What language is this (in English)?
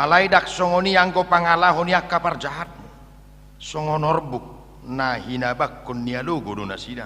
Batak Toba